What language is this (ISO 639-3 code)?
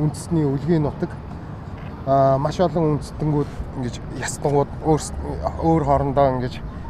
mon